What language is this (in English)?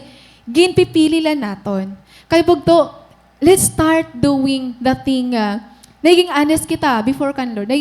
Waray